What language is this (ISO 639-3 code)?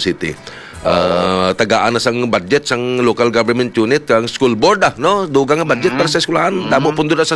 hil